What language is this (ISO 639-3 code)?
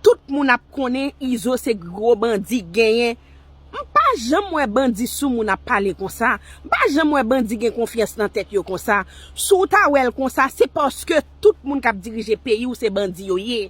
hat